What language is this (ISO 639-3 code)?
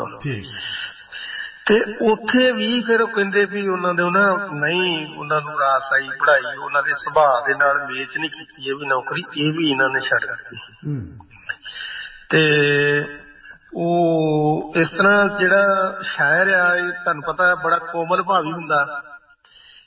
pan